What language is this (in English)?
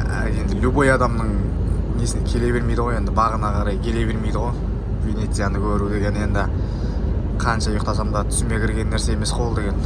Kazakh